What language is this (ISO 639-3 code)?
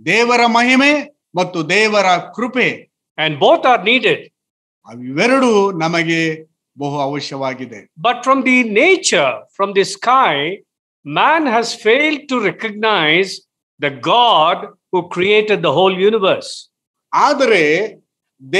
kan